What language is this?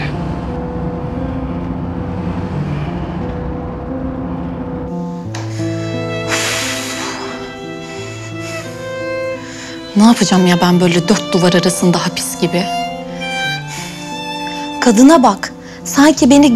Turkish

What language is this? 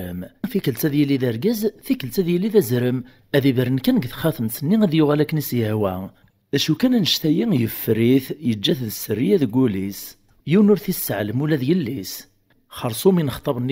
Kabyle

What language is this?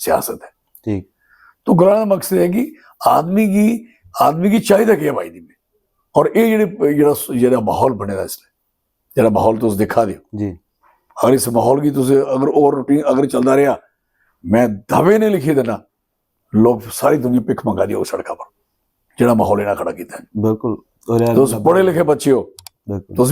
Dogri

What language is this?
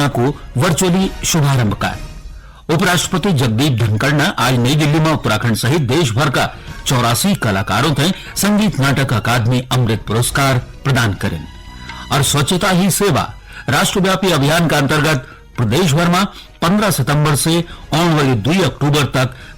Garhwali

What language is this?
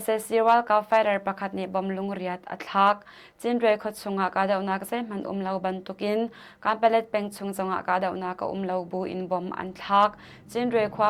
Hakha Chin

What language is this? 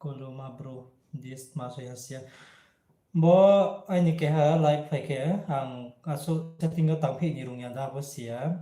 Riang (India)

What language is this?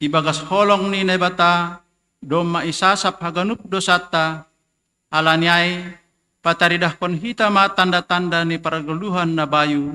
Batak Simalungun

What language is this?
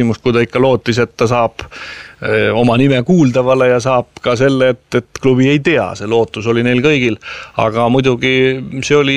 Estonian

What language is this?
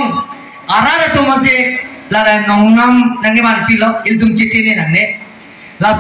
Karbi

